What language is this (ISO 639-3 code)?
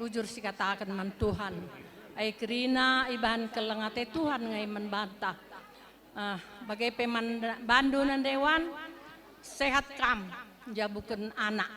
btx